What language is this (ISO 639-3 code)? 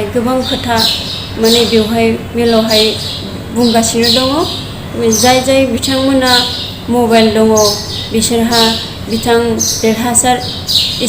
brx